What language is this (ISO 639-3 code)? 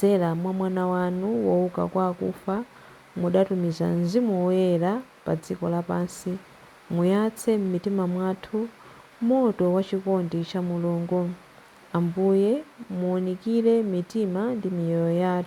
nya